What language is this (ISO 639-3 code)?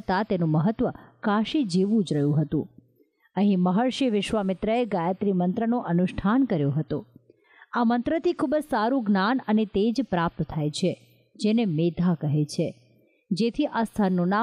guj